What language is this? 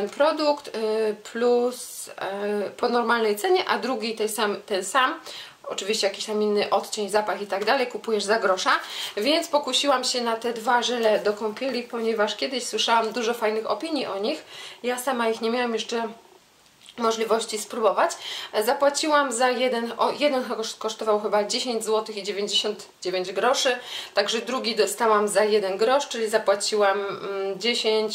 Polish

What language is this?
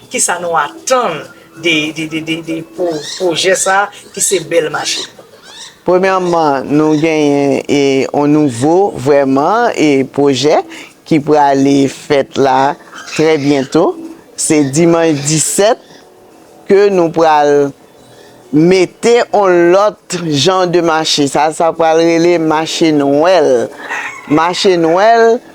Haitian Creole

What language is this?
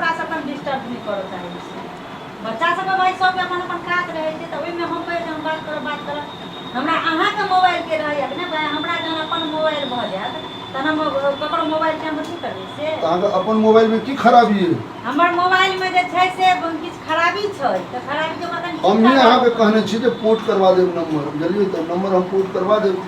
Maithili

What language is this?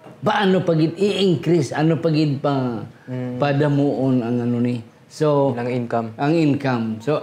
Hiligaynon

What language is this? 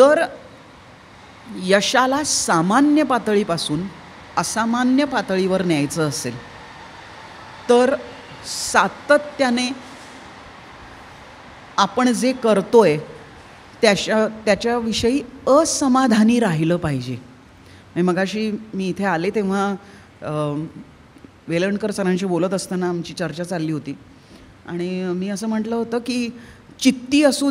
Marathi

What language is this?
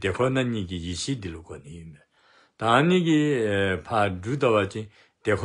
Dzongkha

